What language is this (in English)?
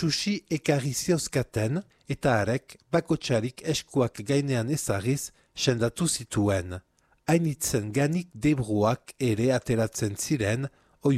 Basque